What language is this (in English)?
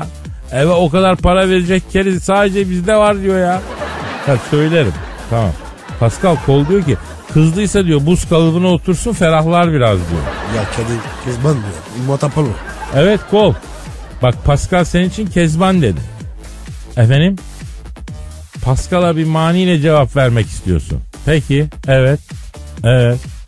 Turkish